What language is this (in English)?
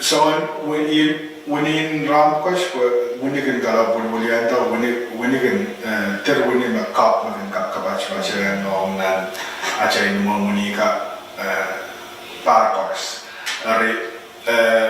Pohnpeian